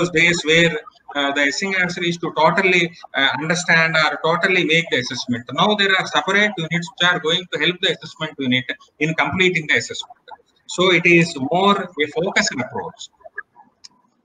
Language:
English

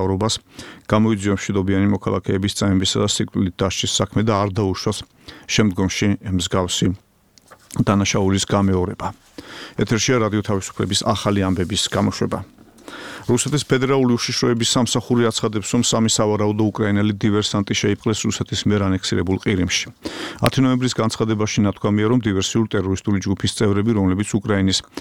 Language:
Georgian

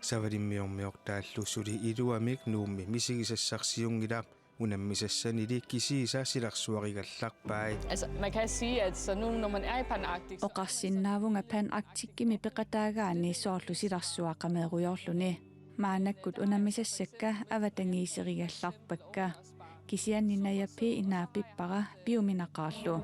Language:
Kalaallisut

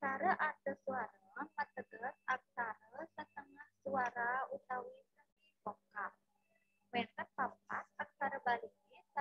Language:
Balinese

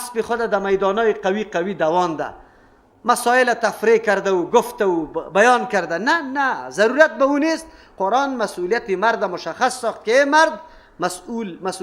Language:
Persian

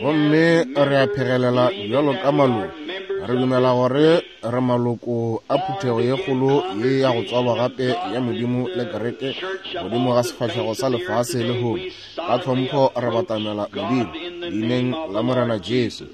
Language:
Northern Sotho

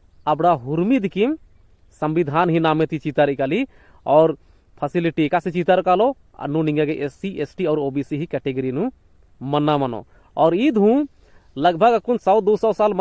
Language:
Kurukh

